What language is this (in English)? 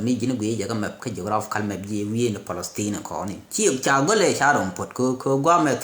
Nuer